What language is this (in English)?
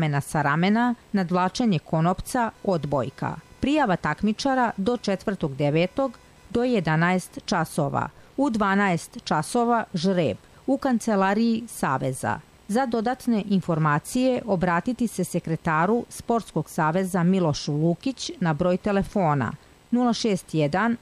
Serbian